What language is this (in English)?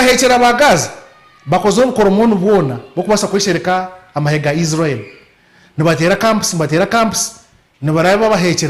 Nyankole